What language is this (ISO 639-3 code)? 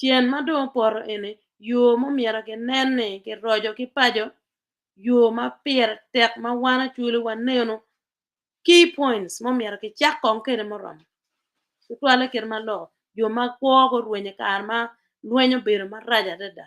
ach